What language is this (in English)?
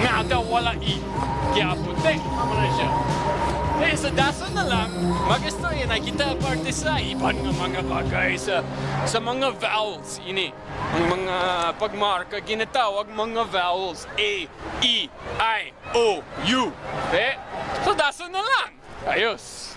Hiligaynon